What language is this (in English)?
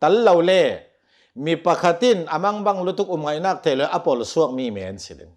Hakha Chin